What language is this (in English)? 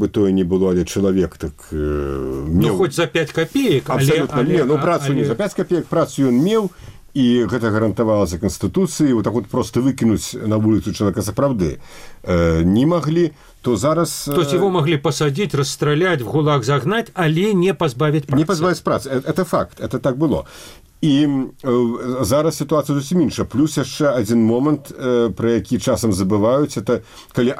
Belarusian